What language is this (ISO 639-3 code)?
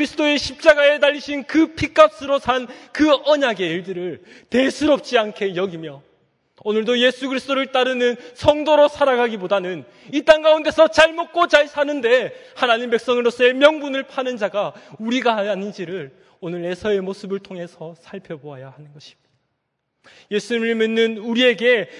kor